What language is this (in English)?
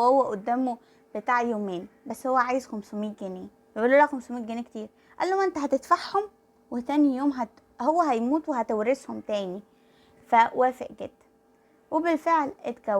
Egyptian Arabic